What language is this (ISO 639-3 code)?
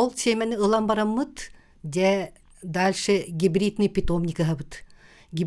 sah